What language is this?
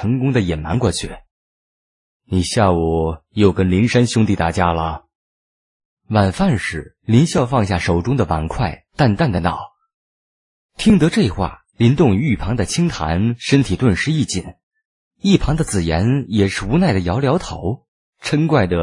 Chinese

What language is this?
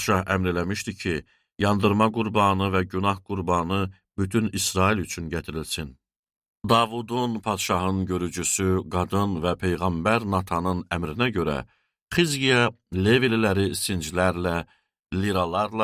Azerbaijani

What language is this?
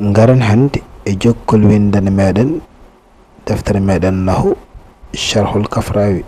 Fula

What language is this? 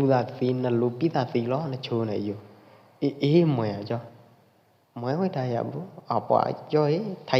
Pwo Eastern Karen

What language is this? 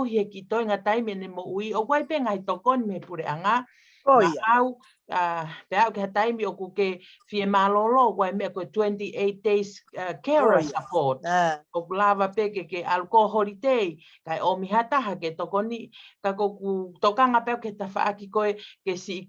Tongan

